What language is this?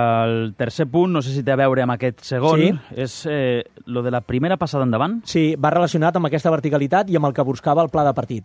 Catalan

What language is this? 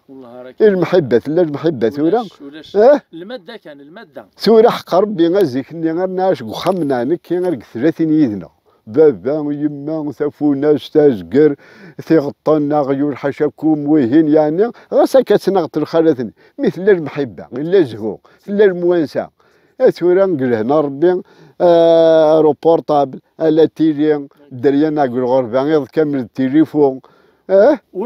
Kabyle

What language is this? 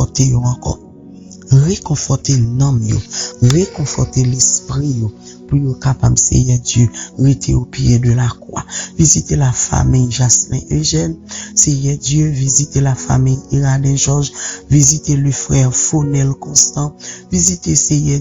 Haitian Creole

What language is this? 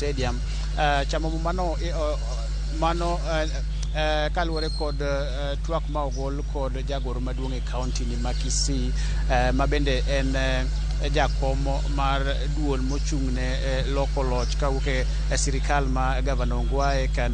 Luo (Kenya and Tanzania)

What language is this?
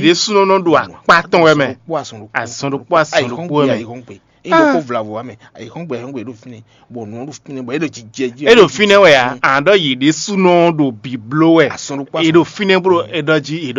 Fon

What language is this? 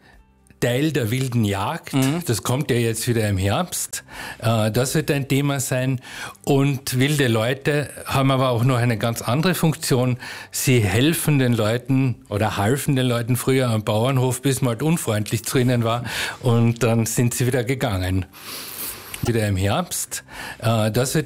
German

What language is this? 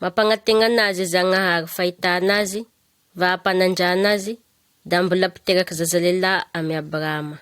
Malagasy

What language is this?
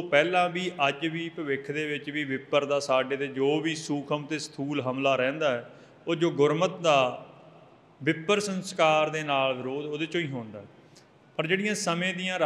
Punjabi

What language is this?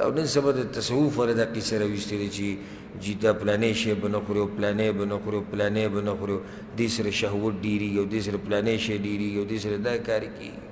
Pashto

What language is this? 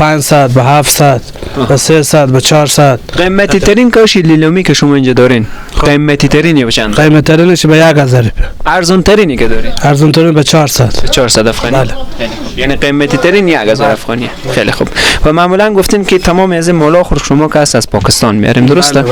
Persian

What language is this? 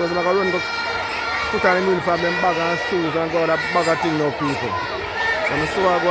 Jamaican Creole English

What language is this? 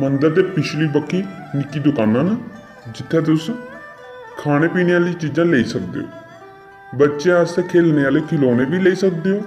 Dogri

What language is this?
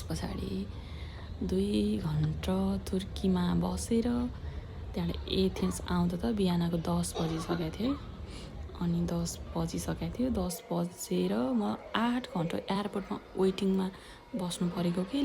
Nepali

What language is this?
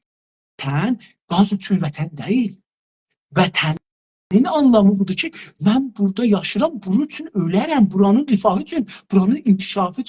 South Azerbaijani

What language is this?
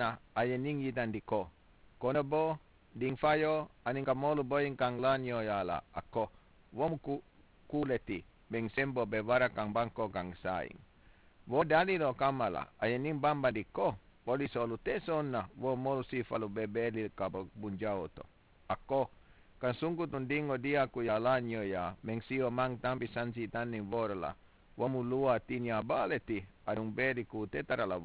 Mandingo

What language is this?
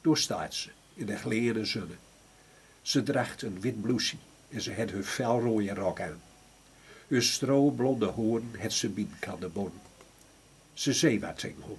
Gronings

